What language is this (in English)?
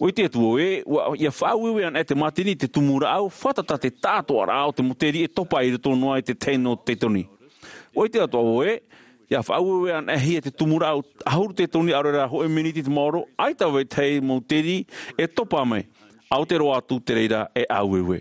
Tahitian